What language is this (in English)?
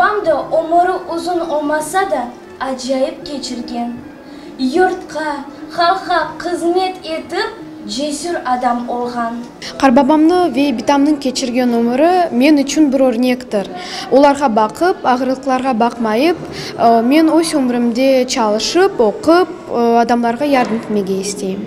Crimean Tatar